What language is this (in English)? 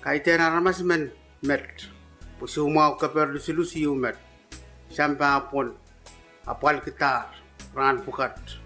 Pohnpeian